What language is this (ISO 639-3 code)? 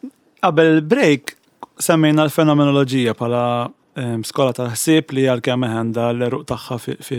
mlt